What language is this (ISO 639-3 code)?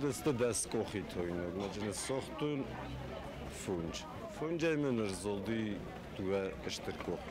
oss